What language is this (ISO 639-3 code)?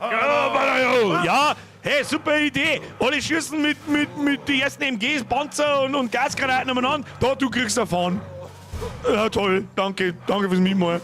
bar